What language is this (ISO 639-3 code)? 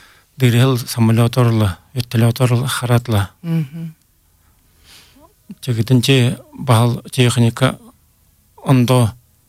bua